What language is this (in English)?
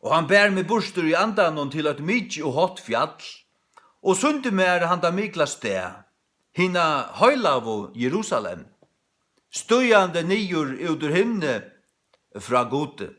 Faroese